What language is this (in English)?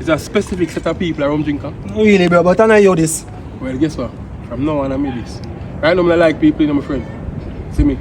Jamaican Creole English